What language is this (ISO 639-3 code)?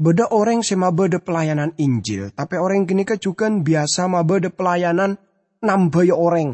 mad